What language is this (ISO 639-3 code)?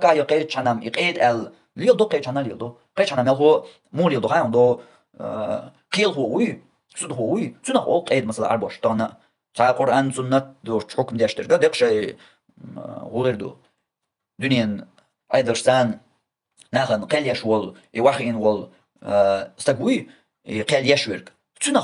che